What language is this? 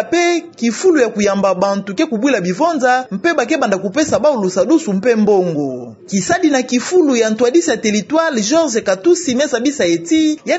Kituba (Democratic Republic of Congo)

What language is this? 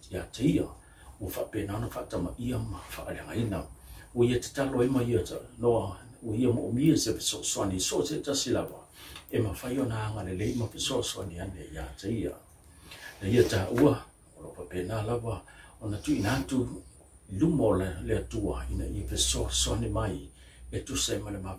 Samoan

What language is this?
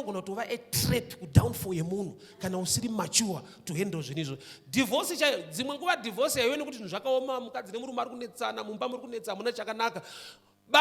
Shona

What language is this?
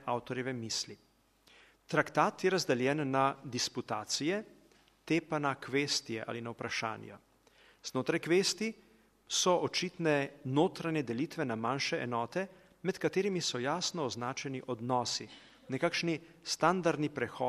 Slovenian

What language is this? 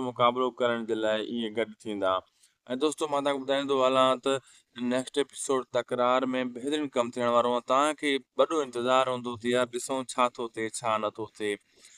Sindhi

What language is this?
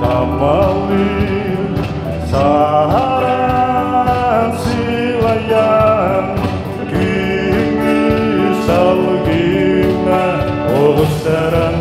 Yakut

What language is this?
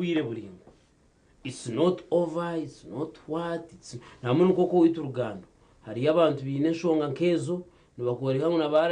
Nyankole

